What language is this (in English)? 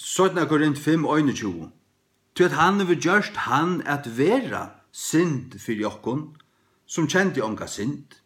Faroese